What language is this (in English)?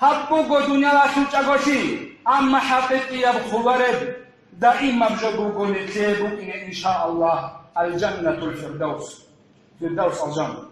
Avaric